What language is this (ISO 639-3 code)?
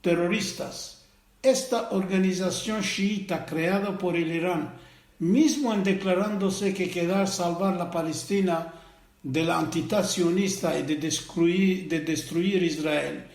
lad